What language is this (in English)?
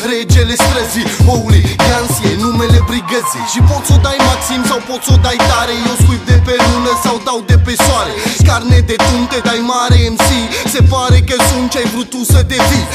Romanian